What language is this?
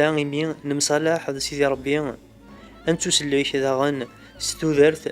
Kabyle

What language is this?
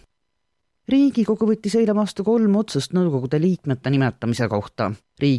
Estonian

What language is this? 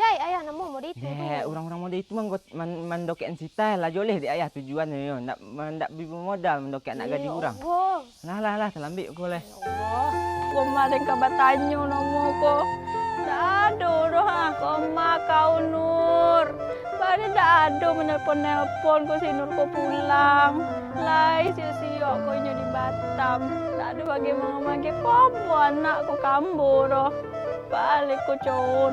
Minangkabau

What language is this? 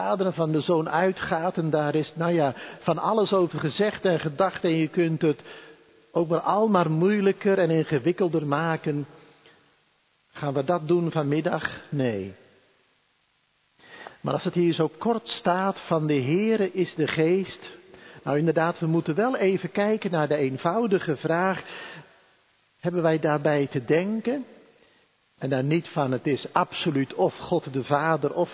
Dutch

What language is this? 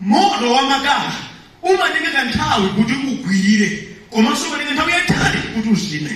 Nyanja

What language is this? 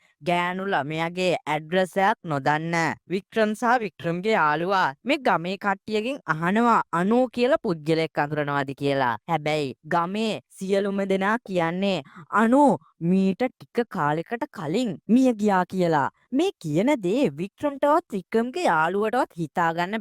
Sinhala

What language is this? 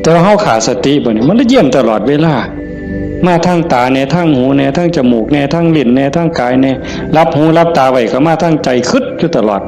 Northeastern Thai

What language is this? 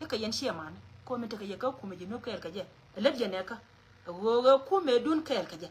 Nuer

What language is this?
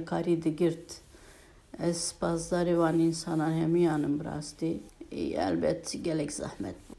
Kurdish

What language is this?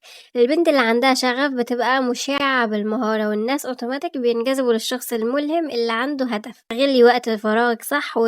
Egyptian Arabic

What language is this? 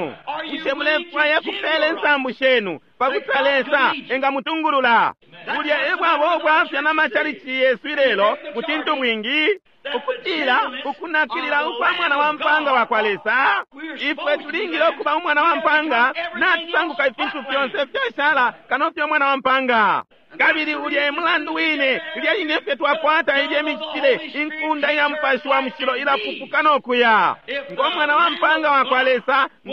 Bemba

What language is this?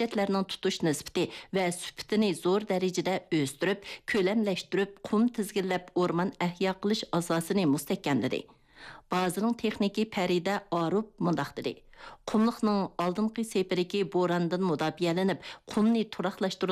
Uyghur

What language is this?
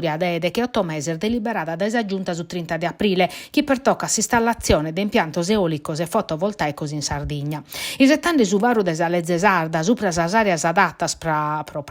Sardinian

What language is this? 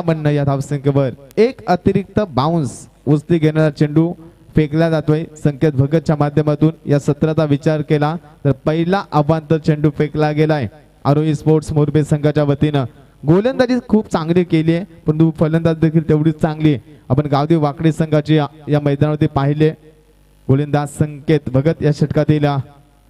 Marathi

